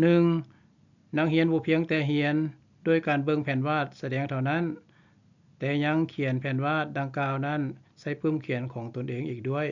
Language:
Lao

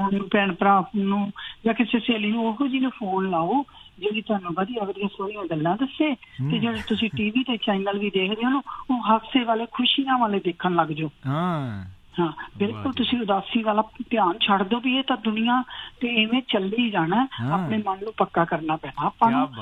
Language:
Punjabi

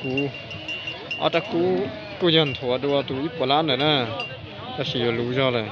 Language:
Hmong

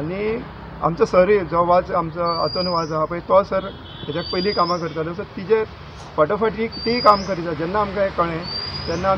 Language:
Konkani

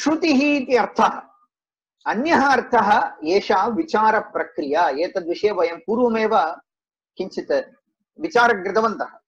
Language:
Sanskrit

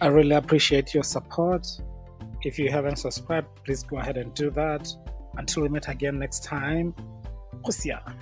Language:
Tswana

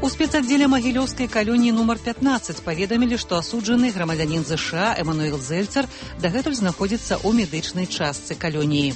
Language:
Belarusian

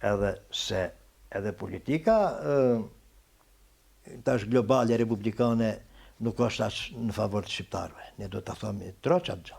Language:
Albanian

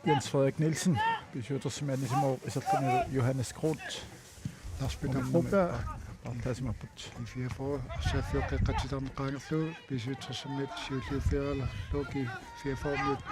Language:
Kalaallisut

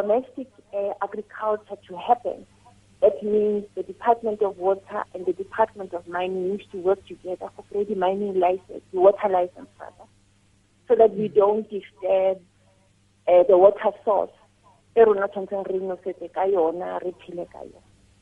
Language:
Tswana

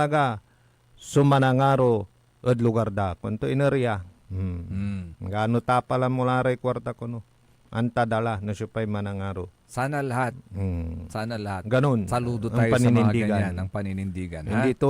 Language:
Pangasinan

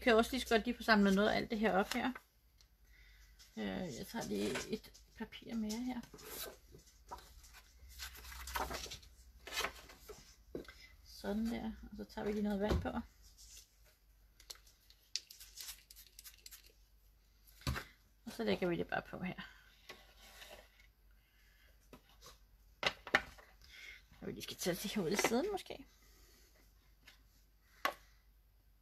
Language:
Danish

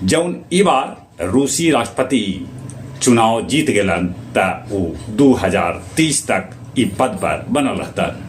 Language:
Magahi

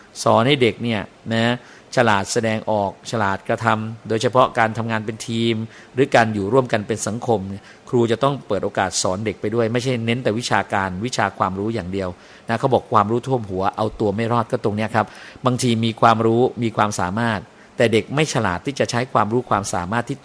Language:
Thai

